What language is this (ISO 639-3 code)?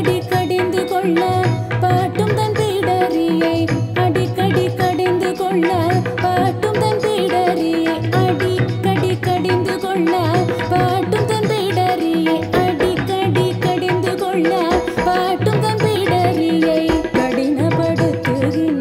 tam